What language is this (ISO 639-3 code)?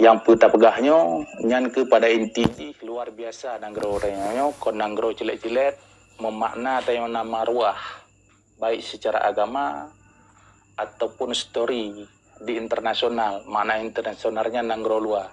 ace